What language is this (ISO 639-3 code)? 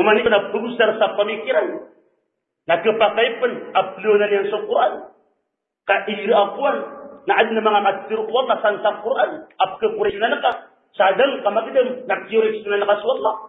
mrw